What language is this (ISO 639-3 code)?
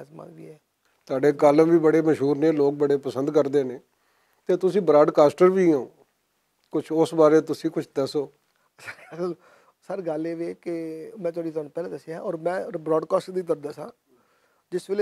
lah